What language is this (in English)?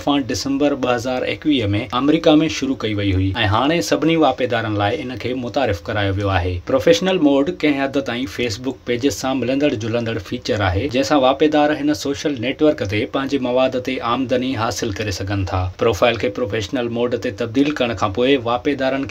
Sindhi